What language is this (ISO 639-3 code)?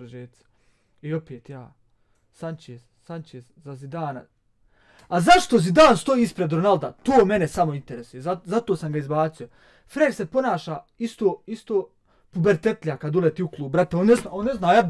bos